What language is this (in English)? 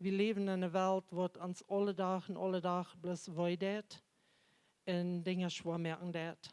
Plautdietsch